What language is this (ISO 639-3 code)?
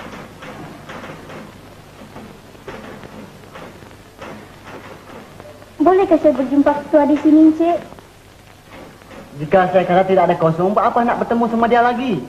msa